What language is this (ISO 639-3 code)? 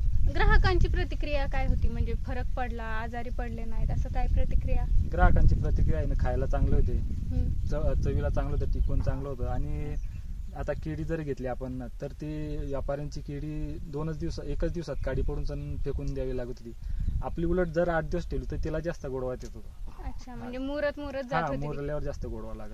mar